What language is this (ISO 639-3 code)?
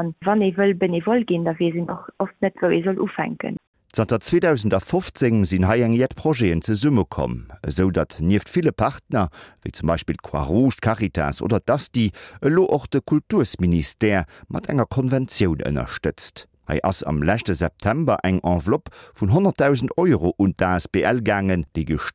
ltz